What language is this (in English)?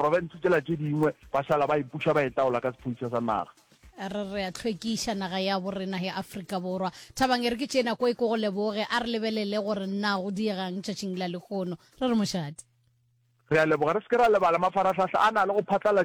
Northern Sotho